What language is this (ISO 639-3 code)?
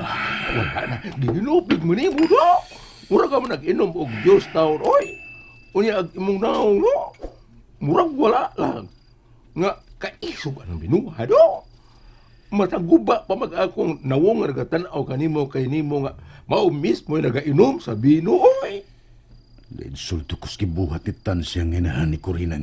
ceb